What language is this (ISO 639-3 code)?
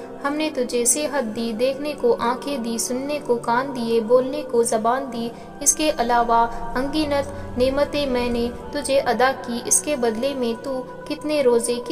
urd